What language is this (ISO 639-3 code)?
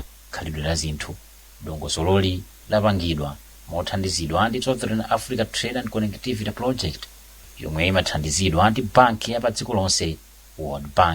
nya